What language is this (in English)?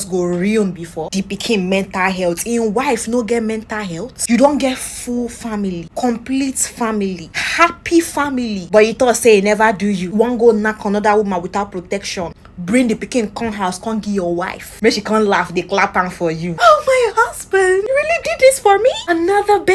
Nigerian Pidgin